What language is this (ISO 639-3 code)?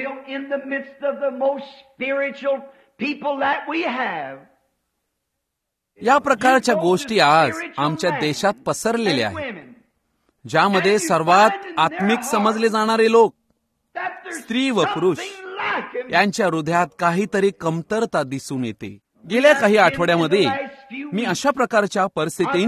mar